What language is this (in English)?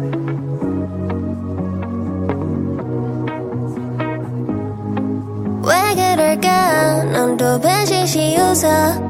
Korean